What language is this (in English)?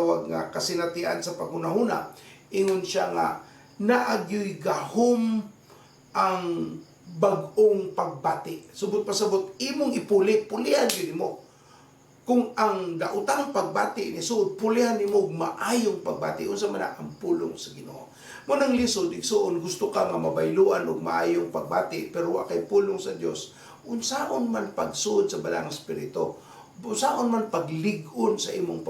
Cebuano